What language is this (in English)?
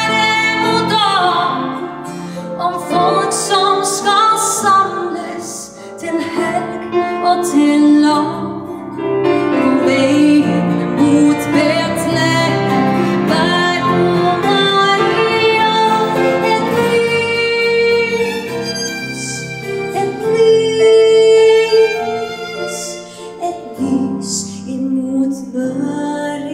Swedish